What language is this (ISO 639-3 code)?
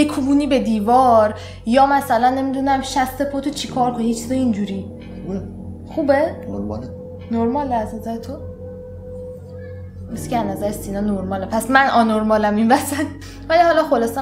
fas